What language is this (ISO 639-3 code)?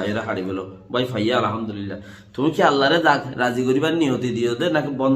rhg